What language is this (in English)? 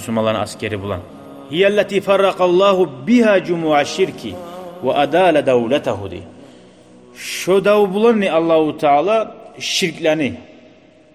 Kumyk